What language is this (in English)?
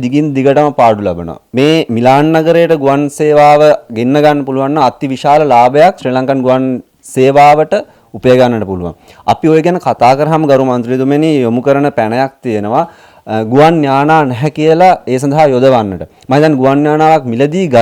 Sinhala